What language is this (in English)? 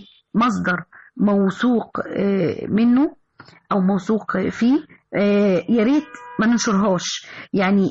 Egyptian Arabic